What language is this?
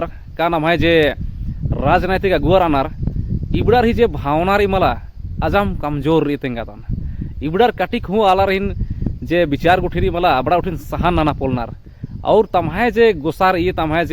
Kurukh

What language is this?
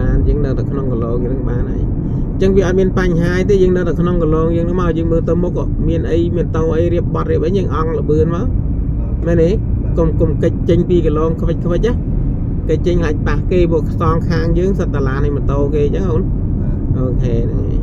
Khmer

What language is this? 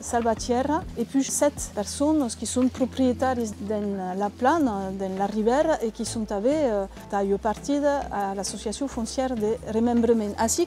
Occitan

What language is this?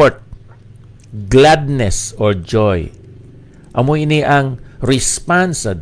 Hiligaynon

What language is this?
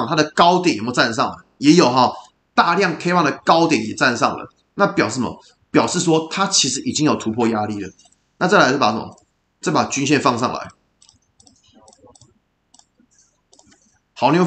Chinese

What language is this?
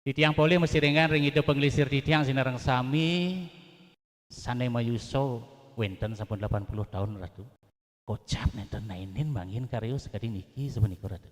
Balinese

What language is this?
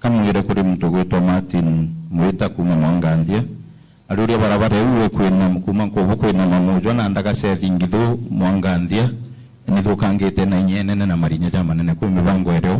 Meru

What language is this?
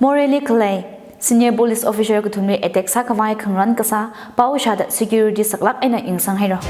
Tangkhul Naga (India)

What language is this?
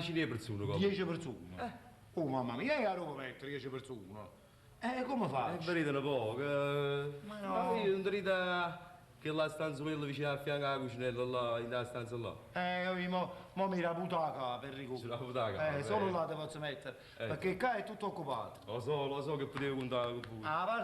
Neapolitan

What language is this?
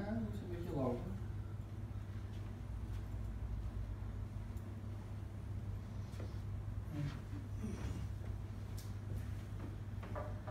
Dutch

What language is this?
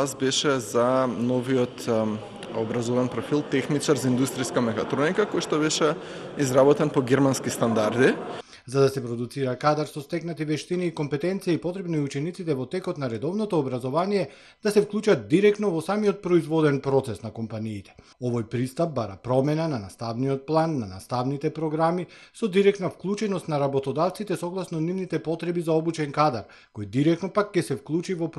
Macedonian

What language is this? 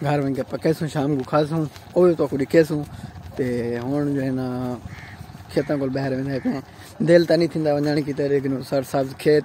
Saraiki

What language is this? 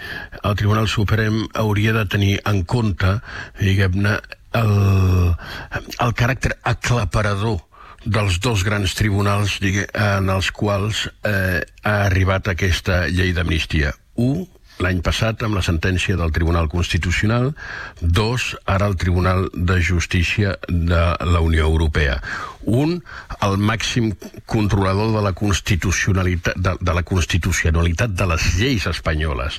Catalan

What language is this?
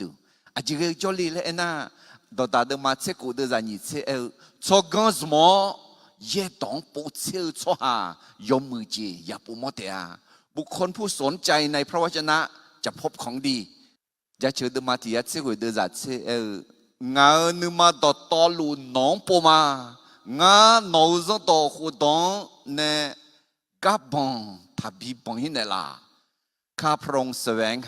Akha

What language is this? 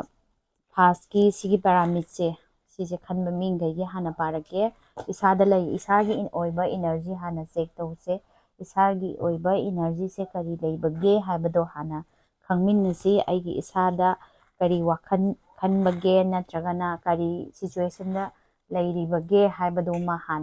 Manipuri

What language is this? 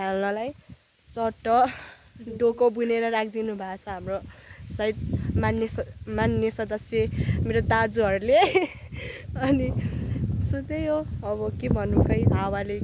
Nepali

